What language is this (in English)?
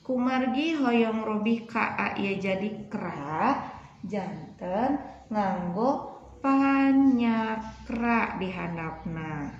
Sundanese